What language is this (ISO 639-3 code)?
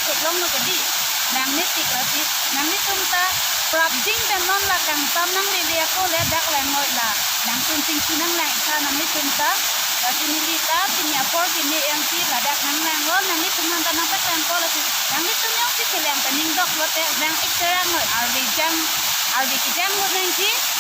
mjw